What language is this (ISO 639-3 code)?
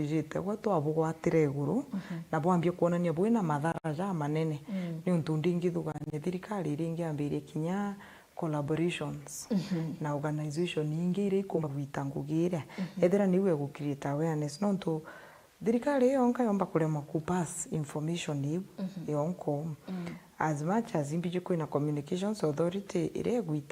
mer